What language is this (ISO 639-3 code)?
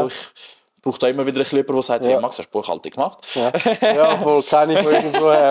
gsw